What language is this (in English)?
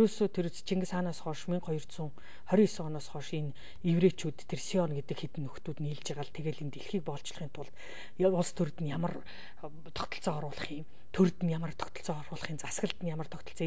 Mongolian